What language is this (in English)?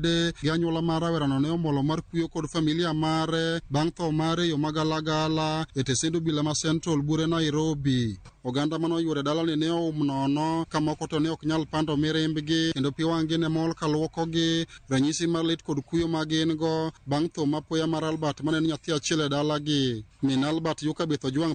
Luo (Kenya and Tanzania)